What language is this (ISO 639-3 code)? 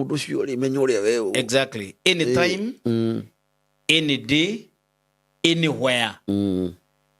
kik